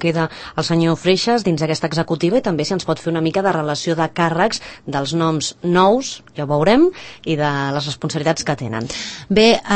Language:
Catalan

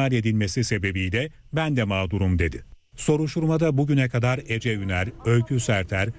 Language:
Turkish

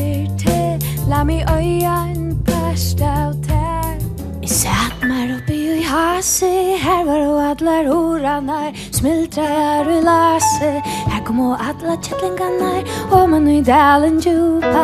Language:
Faroese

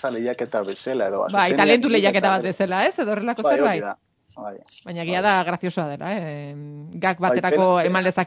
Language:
Basque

